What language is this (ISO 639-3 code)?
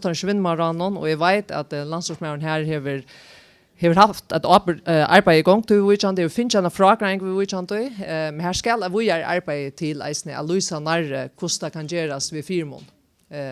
fao